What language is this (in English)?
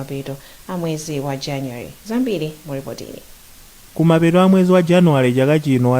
Nyanja